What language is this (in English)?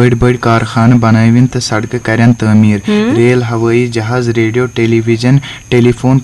Kashmiri